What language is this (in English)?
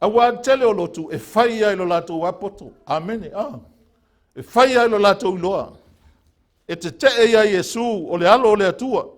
Samoan